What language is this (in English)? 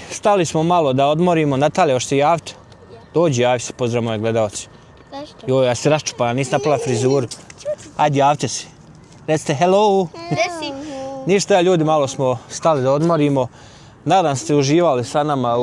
Bosnian